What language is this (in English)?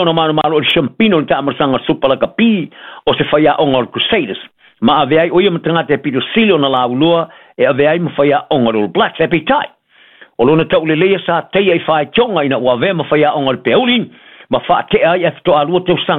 Samoan